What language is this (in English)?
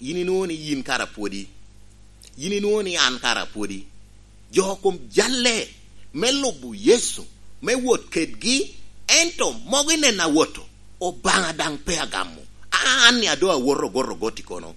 Lango (Uganda)